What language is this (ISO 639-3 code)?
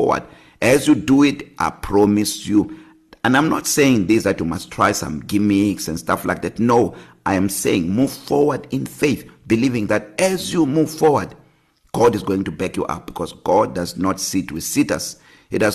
eng